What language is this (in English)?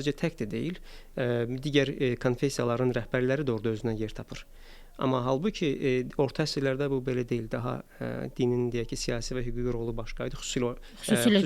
Azerbaijani